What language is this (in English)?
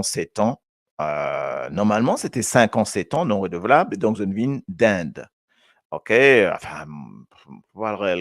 Morisyen